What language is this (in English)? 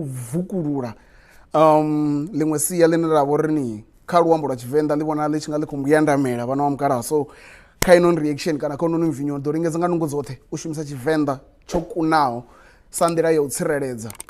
Venda